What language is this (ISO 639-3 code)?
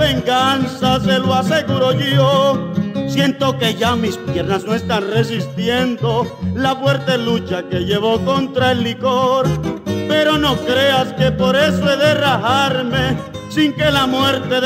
spa